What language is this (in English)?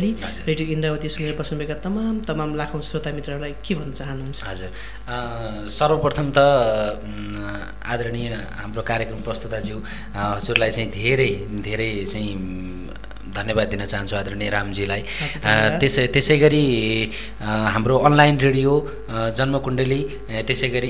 Nepali